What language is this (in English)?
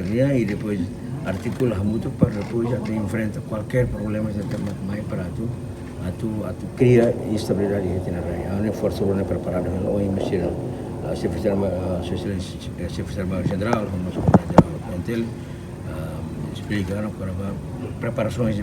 Tetum